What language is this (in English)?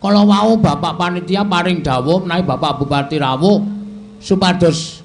Javanese